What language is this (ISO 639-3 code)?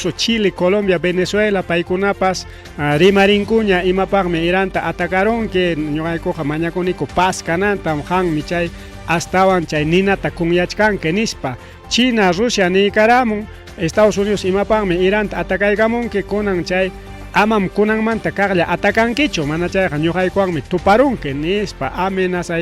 quy